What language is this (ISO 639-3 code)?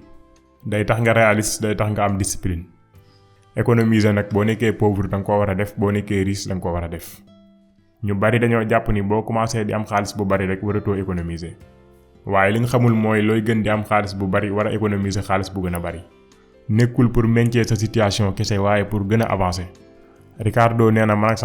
wol